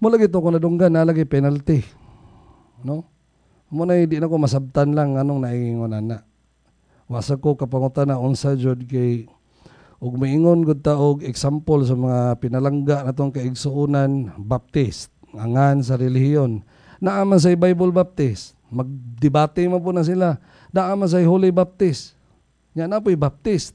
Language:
Cebuano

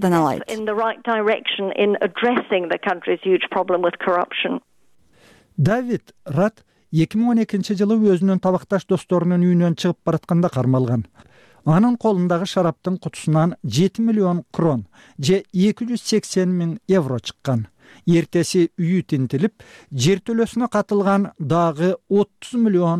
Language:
Kyrgyz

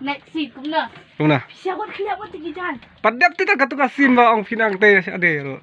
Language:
Khasi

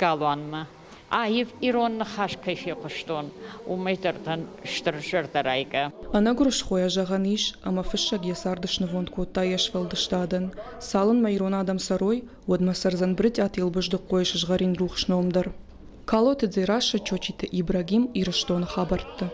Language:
Ossetic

